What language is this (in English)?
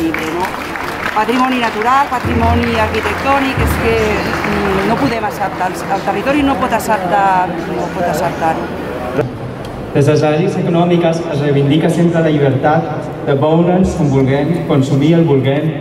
Catalan